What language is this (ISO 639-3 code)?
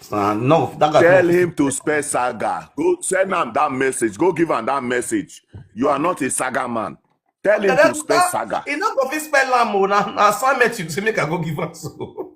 pcm